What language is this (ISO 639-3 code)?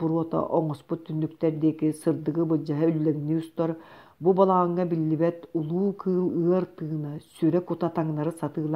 sah